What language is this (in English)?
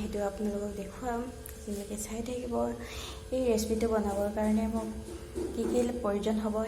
Assamese